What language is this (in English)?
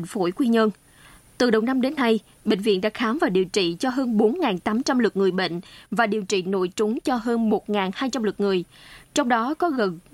Vietnamese